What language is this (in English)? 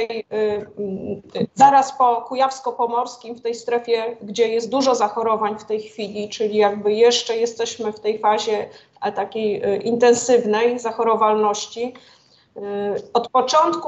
Polish